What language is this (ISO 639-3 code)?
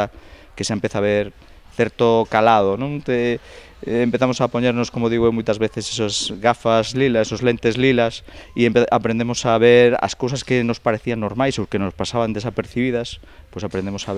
glg